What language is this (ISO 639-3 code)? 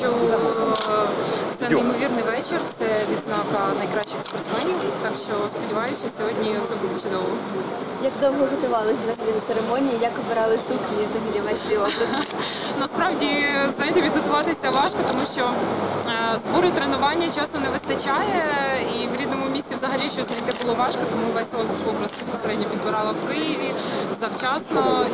ukr